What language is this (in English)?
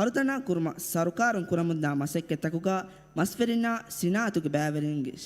Divehi